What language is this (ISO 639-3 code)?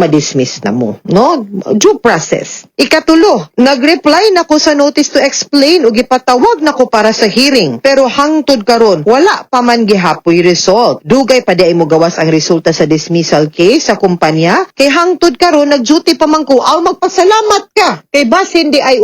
ceb